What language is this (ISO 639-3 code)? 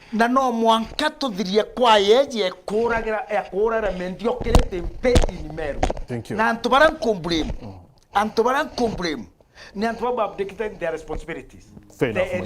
mer